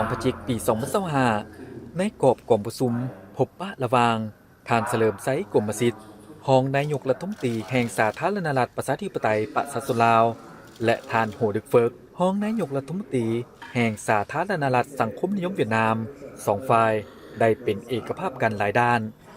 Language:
Lao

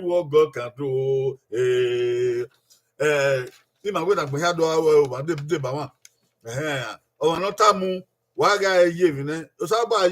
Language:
Bini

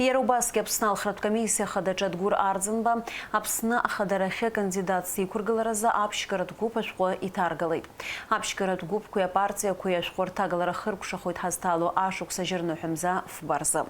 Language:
Abkhazian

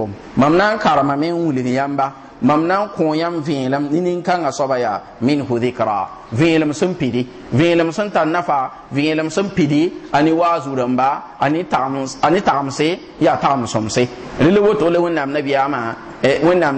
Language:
Mossi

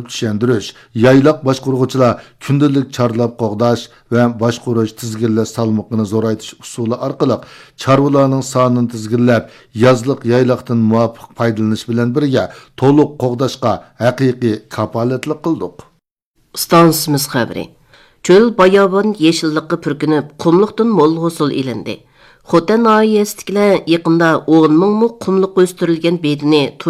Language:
Uyghur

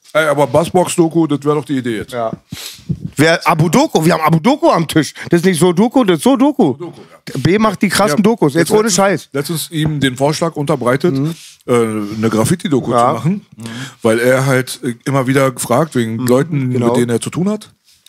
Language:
German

